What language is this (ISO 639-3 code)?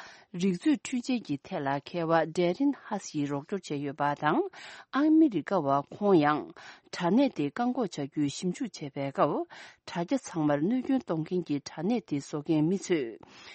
bod